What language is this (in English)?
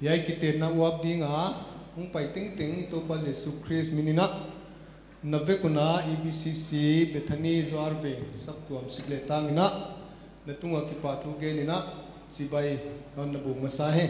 Paite Chin